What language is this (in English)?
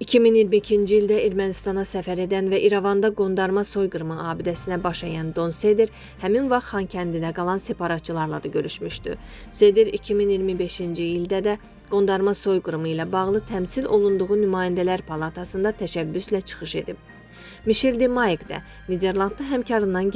Azerbaijani